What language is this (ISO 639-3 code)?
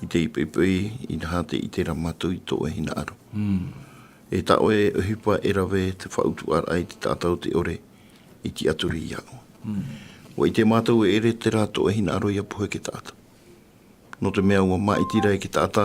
tah